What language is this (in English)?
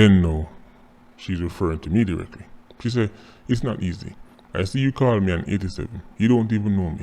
Jamaican Creole English